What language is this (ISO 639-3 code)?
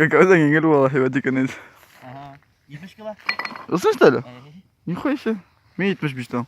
bak